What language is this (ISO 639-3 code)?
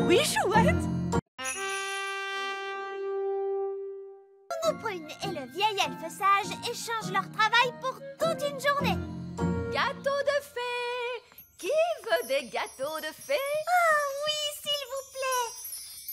fra